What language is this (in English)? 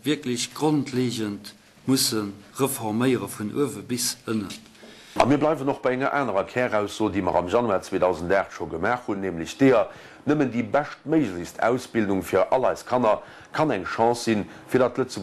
Luxembourgish